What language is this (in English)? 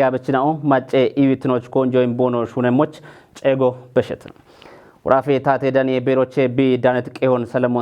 Kafa